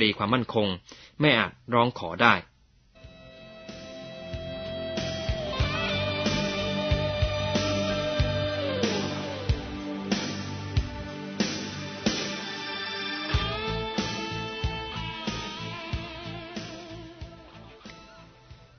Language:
Thai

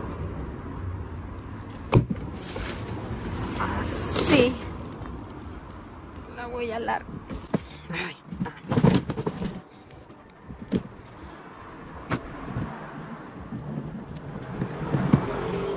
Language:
Spanish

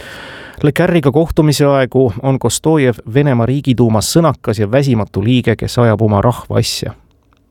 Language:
Estonian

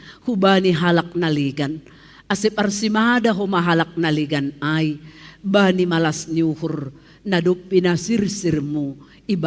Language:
Batak Simalungun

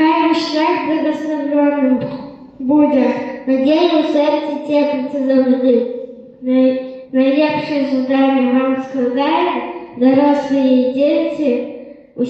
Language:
Belarusian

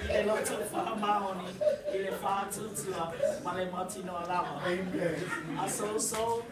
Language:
Samoan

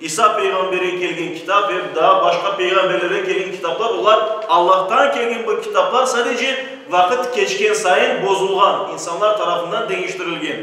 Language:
Crimean Tatar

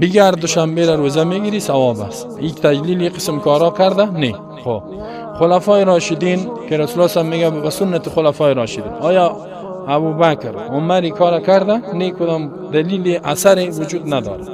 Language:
Persian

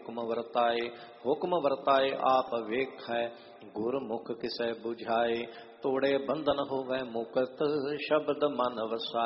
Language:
Punjabi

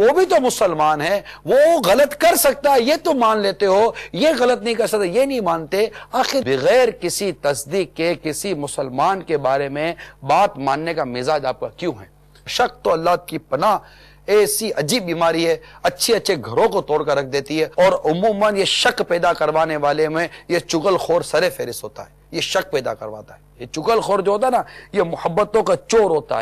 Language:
Urdu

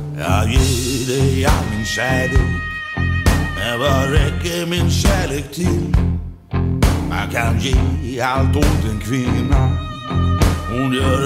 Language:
Swedish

